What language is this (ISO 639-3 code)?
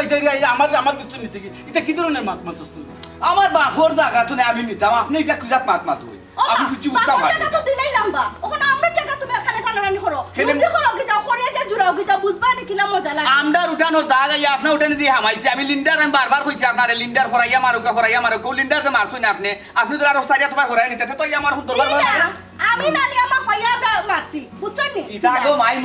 syl